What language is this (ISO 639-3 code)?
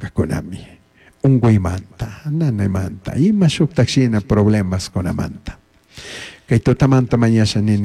qug